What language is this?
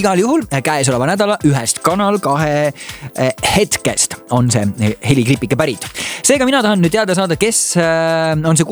Estonian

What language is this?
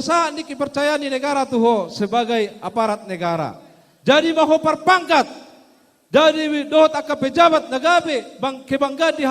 Batak Toba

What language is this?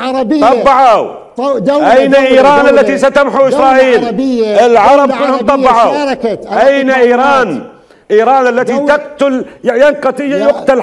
Mesopotamian Arabic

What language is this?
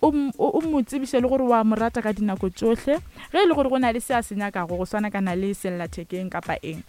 Northern Sotho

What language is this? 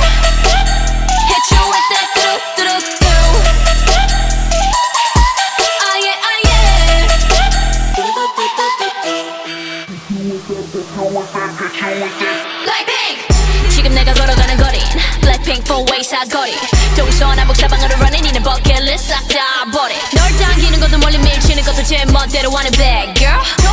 Korean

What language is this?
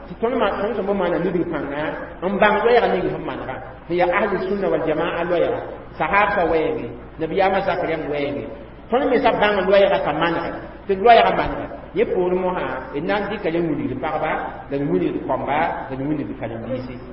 Mossi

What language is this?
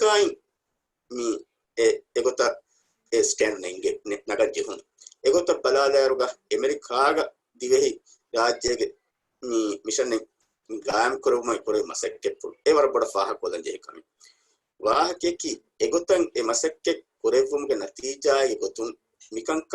Divehi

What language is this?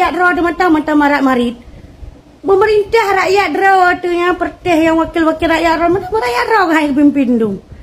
Achinese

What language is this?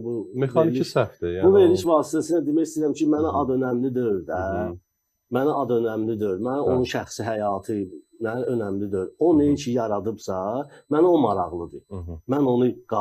Azerbaijani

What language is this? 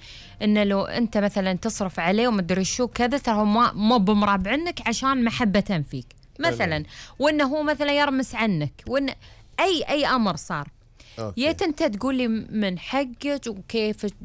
Gulf Arabic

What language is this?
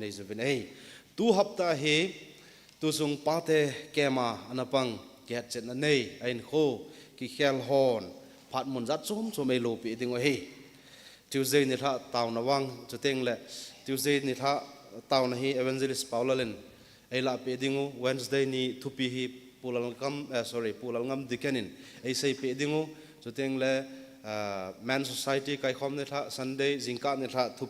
Thado Chin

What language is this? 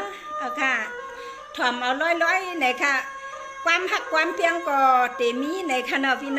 Shan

